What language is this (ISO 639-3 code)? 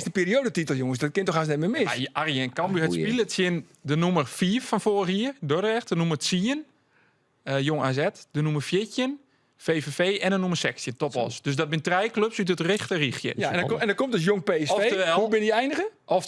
fry